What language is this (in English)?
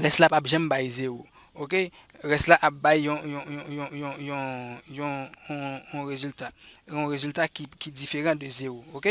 Haitian Creole